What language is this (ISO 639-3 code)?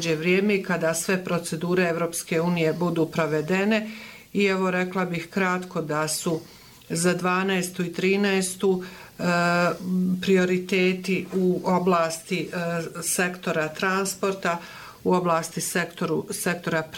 bos